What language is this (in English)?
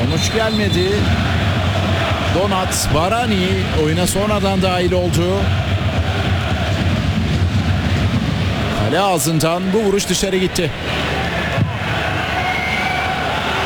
Turkish